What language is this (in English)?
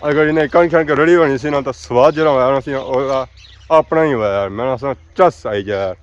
Pahari-Potwari